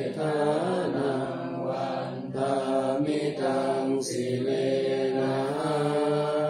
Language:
Pali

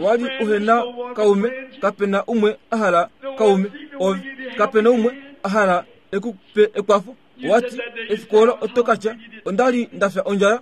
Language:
Kuanyama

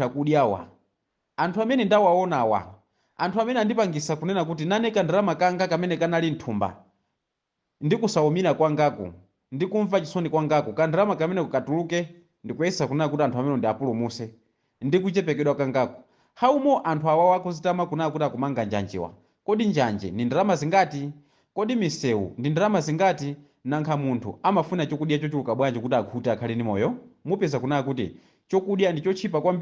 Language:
Nyanja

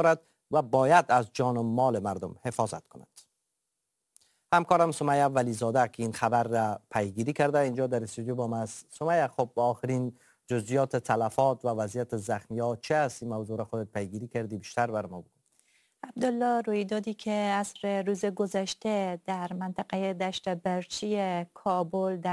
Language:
Persian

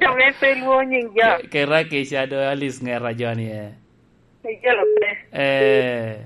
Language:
Lango (Uganda)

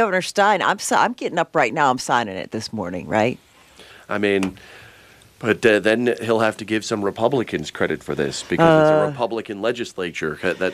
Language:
English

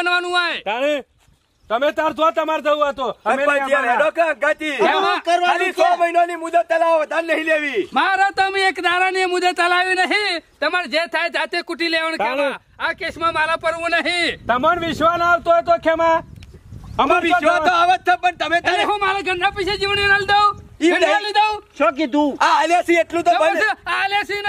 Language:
Gujarati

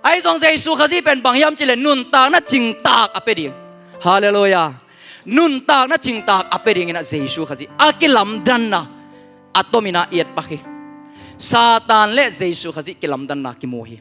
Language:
Tedim Chin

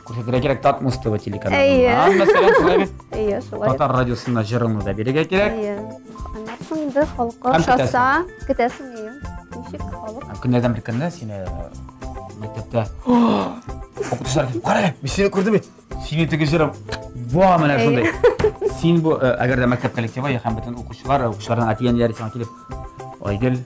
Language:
Tatar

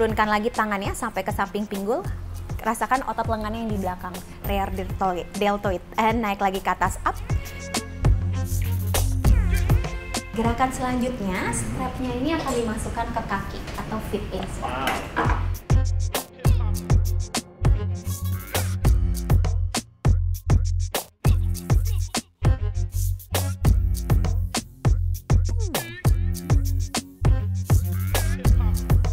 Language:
Indonesian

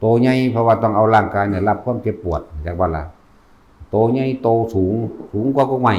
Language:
Northeastern Thai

